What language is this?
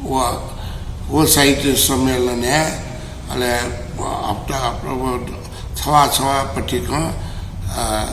Newari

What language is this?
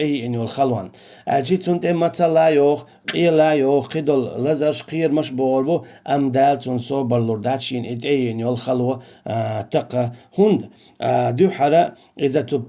Chechen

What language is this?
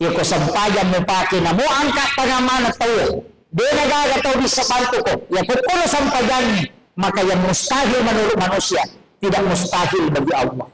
Buginese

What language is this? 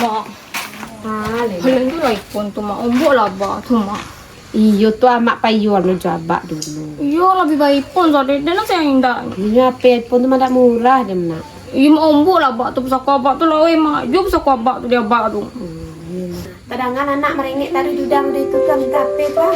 Minangkabau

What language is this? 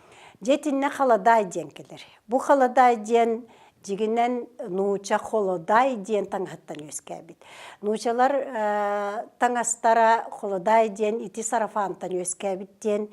Yakut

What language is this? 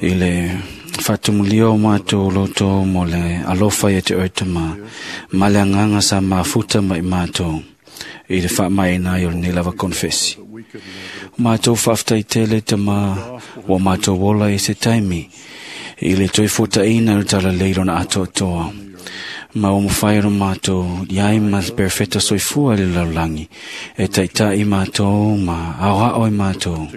Samoan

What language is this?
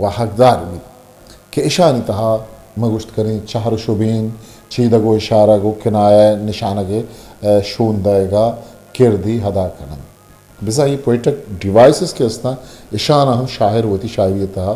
Eastern Balochi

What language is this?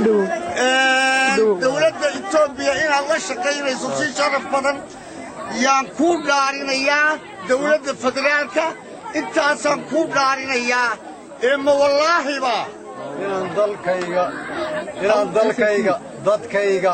Somali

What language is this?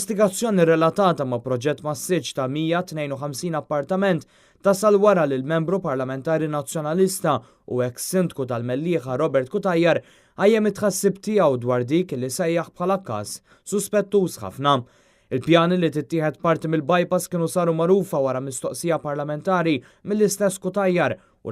Maltese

